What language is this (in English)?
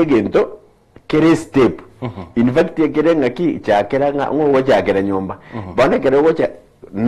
Gusii